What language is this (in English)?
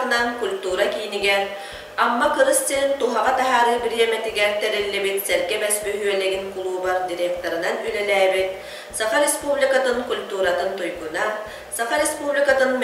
Yakut